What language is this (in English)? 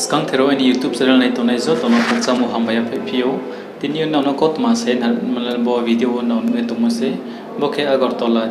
Riang (India)